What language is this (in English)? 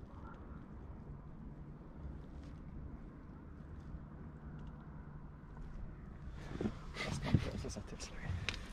Norwegian